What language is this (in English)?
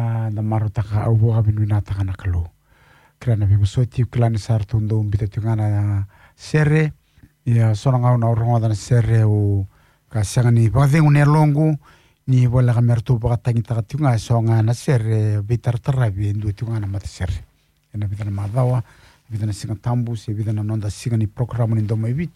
Fijian